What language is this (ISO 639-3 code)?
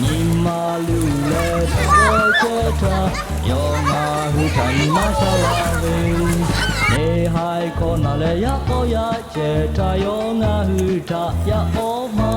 lhu